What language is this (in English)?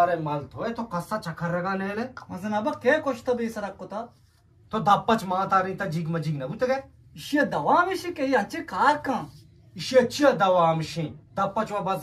Eastern Balochi